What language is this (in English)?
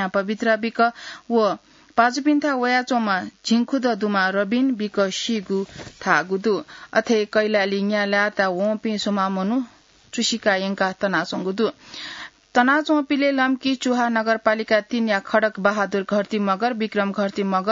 Newari